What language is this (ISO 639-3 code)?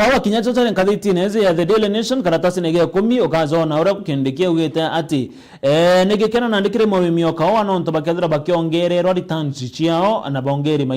mer